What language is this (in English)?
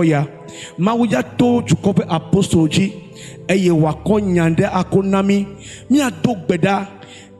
Ewe